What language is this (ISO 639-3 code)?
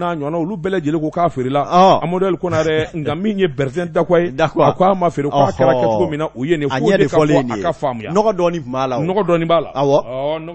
bam